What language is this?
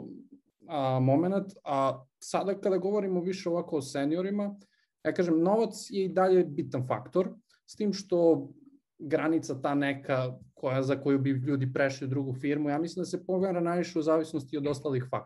Serbian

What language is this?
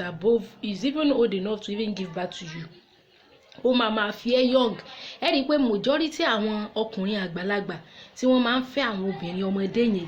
Yoruba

